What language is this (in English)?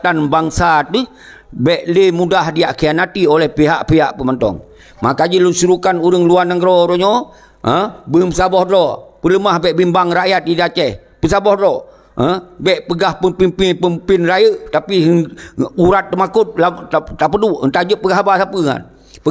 Achinese